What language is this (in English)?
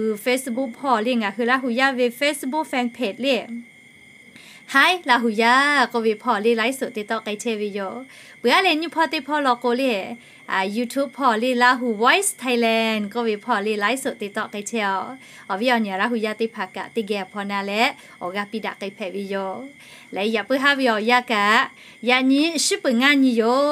Lahu